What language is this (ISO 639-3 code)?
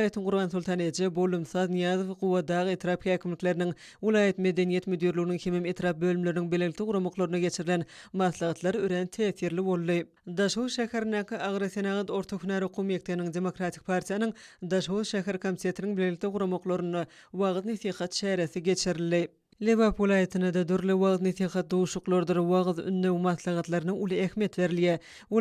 tuk